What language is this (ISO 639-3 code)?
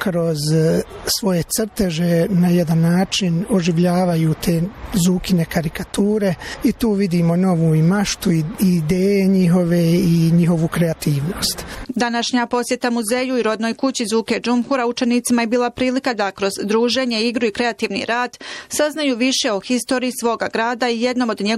bos